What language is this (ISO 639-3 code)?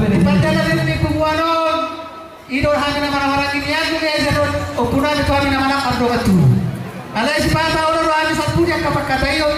bbc